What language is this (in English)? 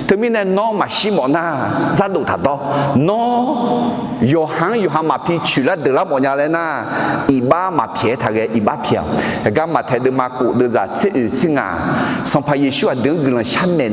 Akha